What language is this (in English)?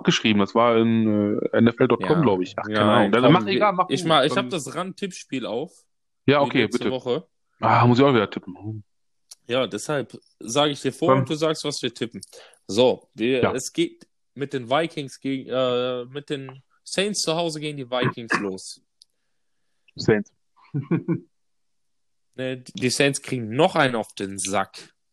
German